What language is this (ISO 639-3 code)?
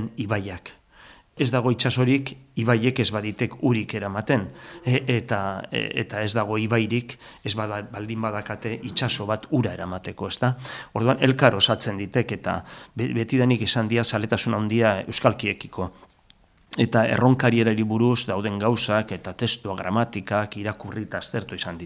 eus